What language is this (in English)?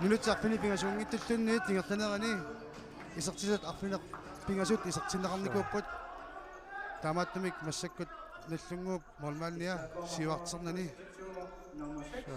Kalaallisut